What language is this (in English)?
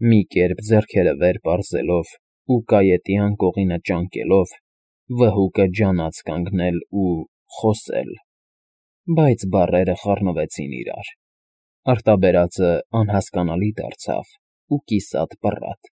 Armenian